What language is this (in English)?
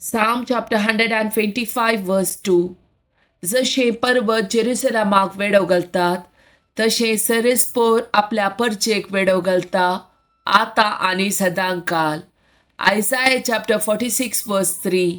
Konkani